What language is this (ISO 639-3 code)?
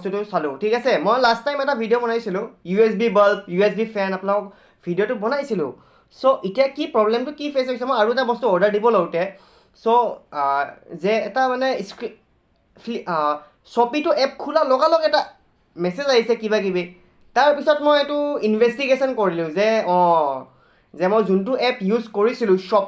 asm